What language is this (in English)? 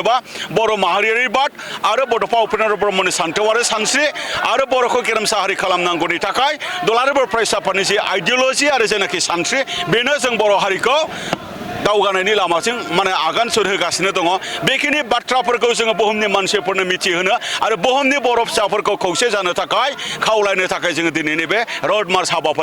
Bodo